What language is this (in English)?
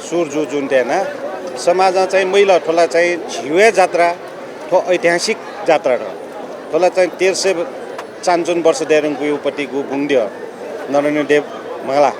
Newari